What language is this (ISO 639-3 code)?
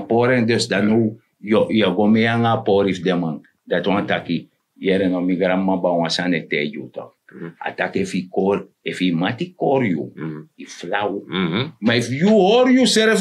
srn